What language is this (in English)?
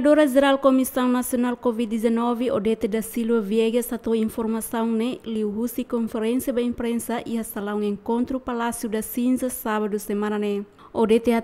Tetum